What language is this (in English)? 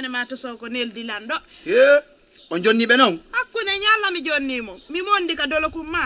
Fula